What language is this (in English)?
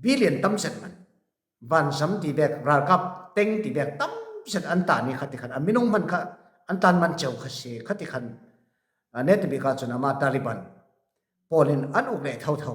Falam Chin